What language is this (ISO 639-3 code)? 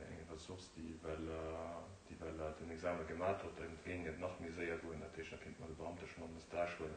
ltz